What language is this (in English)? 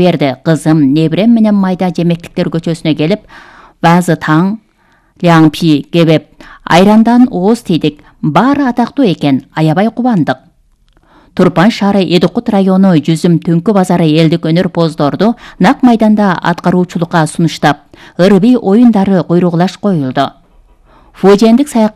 Kyrgyz